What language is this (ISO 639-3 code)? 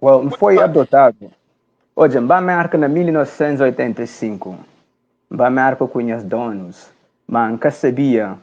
kea